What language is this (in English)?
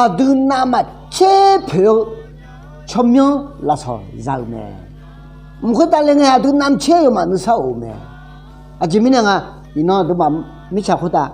Akha